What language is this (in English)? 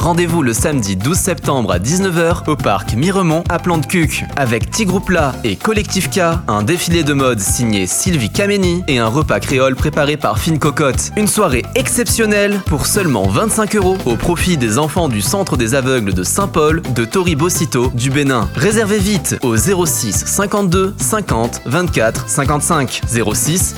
French